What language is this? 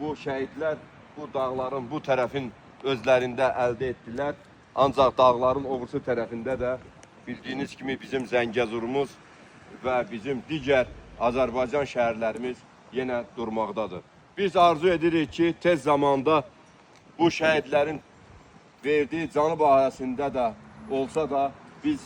Azerbaijani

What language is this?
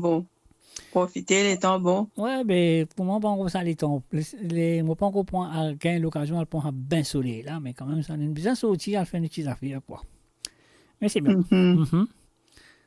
Morisyen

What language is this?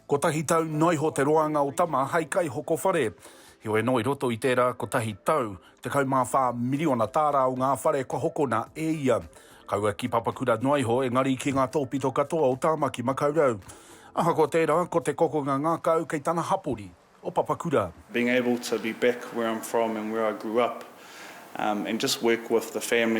Māori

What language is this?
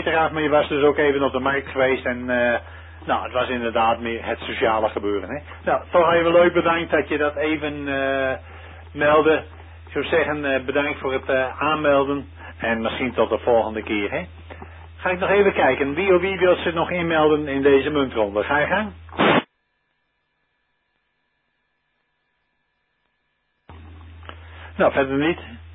Dutch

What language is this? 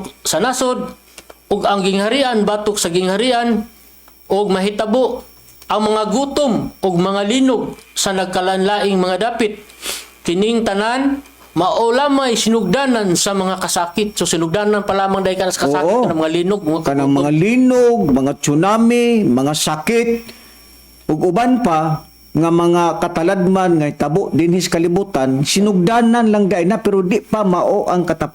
Cebuano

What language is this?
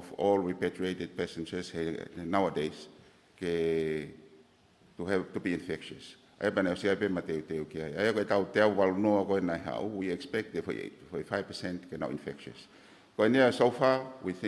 Tongan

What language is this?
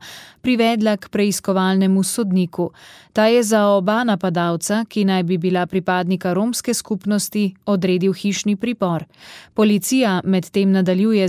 Slovenian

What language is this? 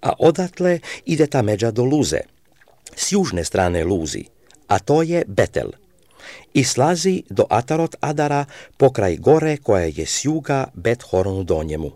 Serbian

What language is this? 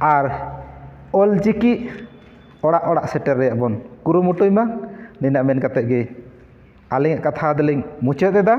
Santali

